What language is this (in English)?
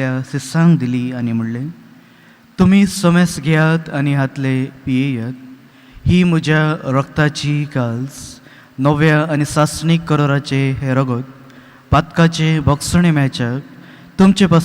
Konkani